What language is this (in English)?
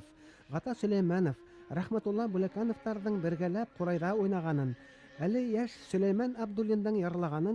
Bashkir